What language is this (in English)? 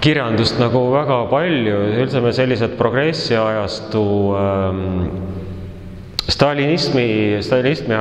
Estonian